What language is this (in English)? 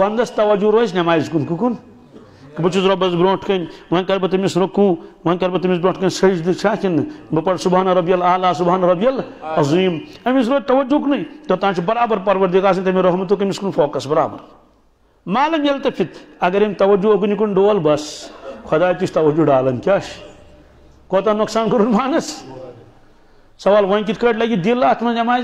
Kashmiri